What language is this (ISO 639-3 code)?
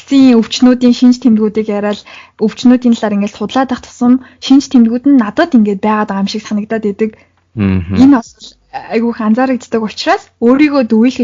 mon